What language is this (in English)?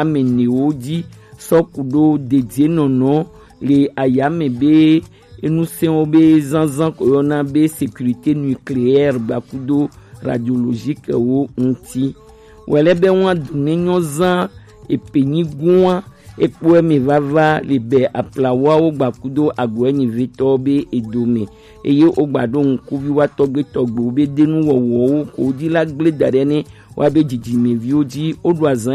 Gen